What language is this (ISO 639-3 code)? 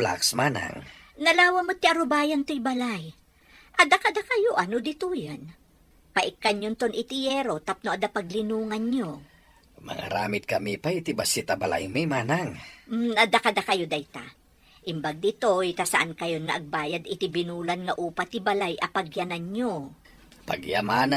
ilo